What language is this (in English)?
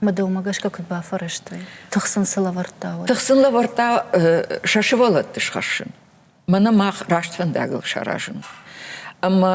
Ossetic